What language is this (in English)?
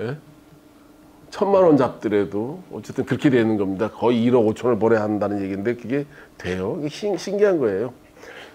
Korean